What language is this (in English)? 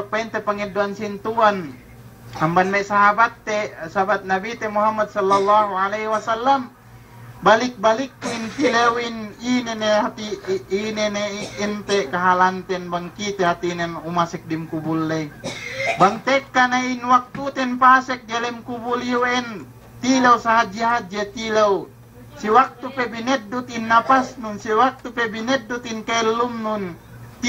Yakan